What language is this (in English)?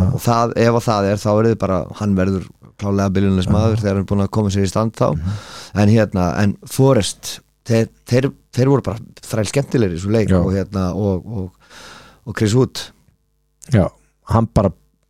Icelandic